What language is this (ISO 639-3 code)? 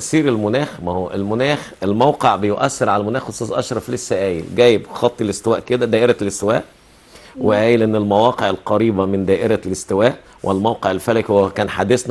arz